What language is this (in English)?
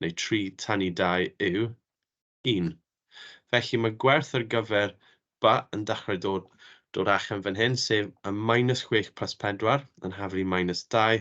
Welsh